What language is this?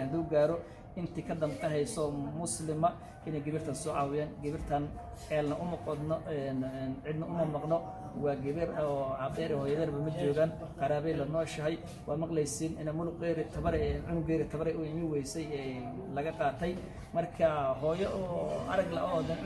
Somali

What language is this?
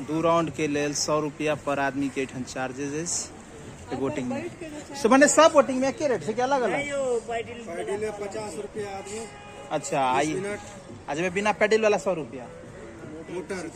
Maithili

